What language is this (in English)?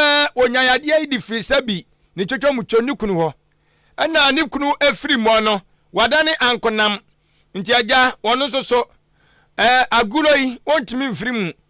Akan